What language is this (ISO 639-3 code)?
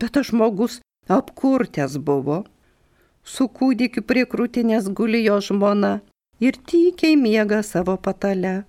lit